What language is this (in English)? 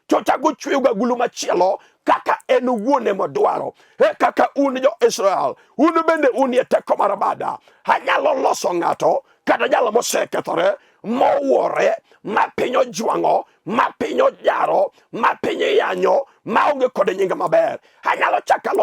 Luo (Kenya and Tanzania)